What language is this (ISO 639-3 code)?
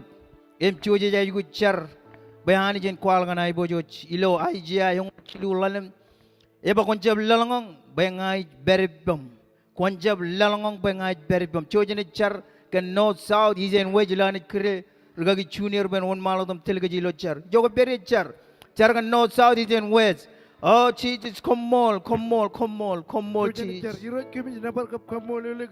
mah